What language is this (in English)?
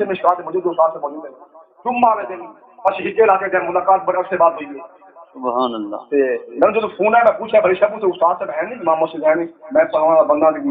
Saraiki